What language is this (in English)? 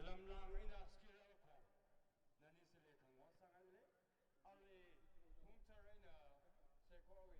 Tangkhul Naga (India)